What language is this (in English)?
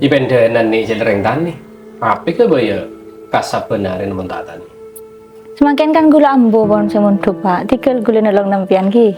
Madurese